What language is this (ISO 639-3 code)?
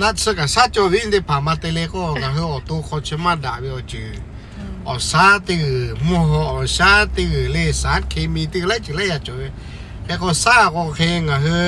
lhu